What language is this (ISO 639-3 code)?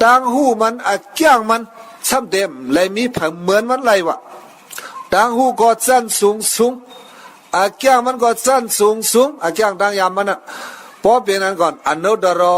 shn